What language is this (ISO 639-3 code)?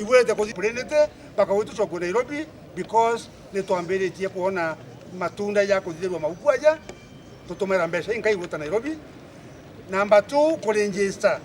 mer